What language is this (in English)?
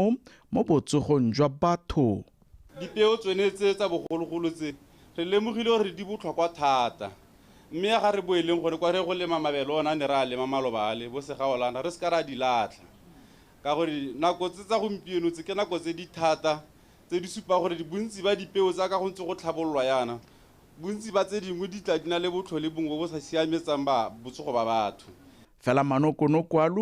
Tswana